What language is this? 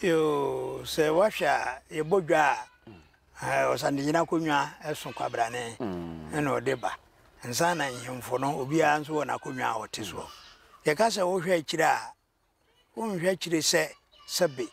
Akan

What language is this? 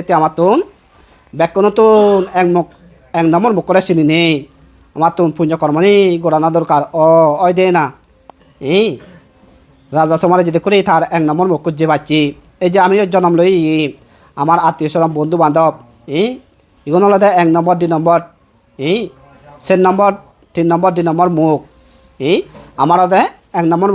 Chakma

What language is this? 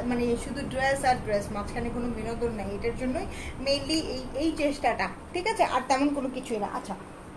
Bangla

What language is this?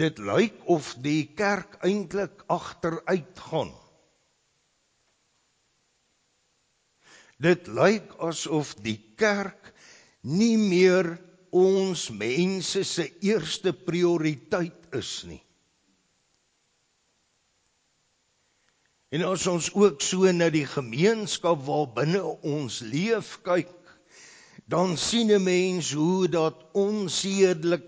Afrikaans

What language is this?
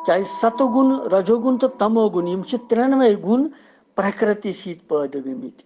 Kashmiri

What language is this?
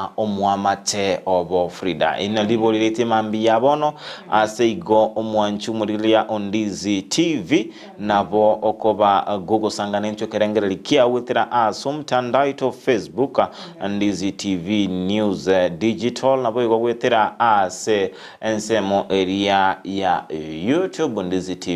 Gusii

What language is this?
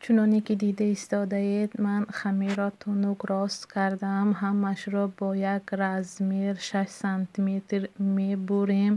Tajik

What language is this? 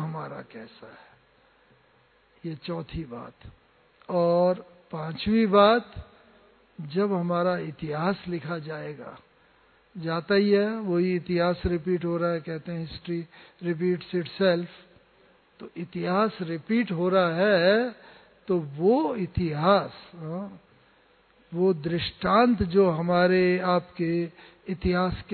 Hindi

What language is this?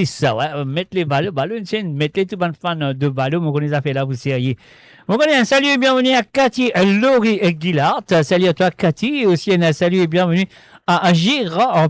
Morisyen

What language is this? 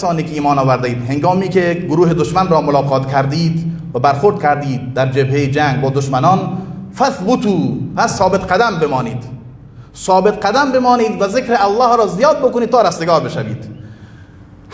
Persian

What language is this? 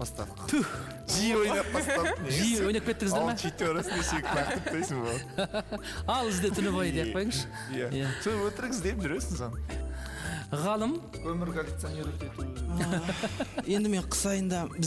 Kazakh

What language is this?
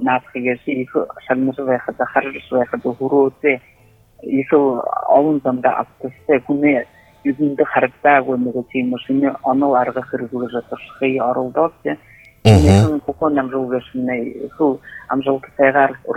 Buriat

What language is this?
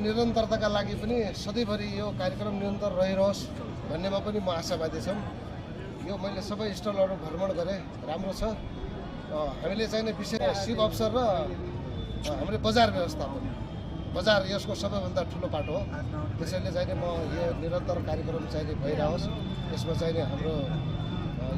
Nepali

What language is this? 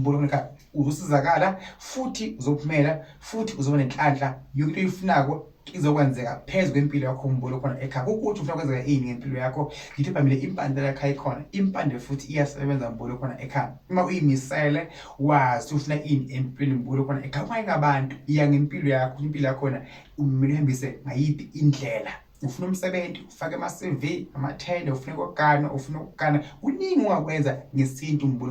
Zulu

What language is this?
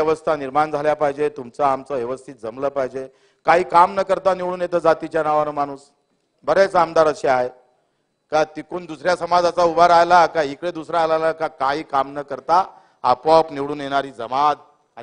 Marathi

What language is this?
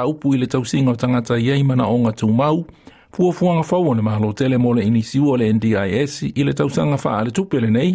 Samoan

